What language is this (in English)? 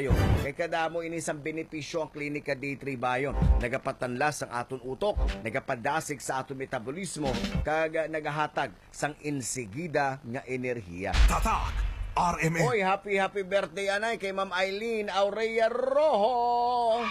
Hiligaynon